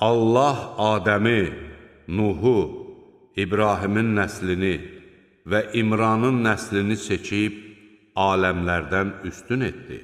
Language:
Azerbaijani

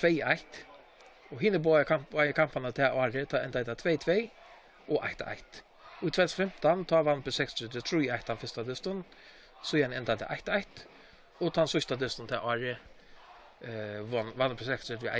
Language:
Faroese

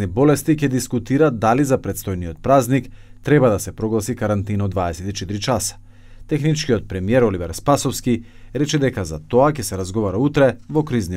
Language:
Macedonian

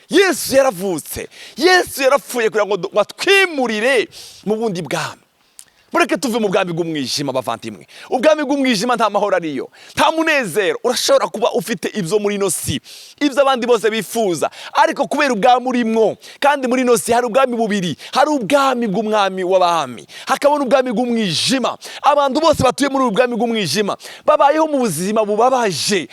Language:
Rundi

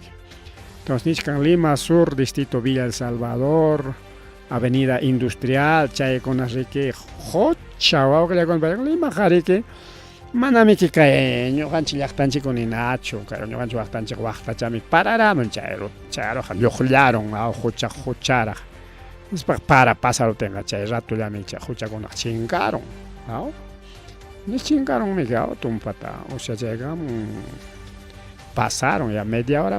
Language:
Ayacucho Quechua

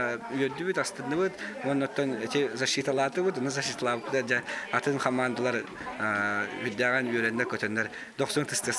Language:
Yakut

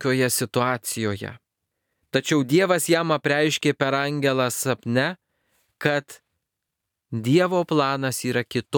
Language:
Lithuanian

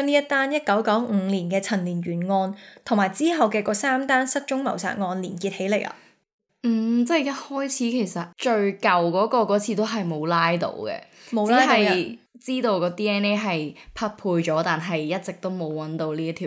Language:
Cantonese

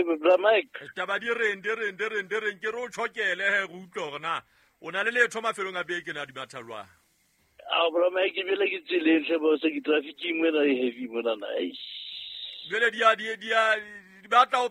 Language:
Southern Sotho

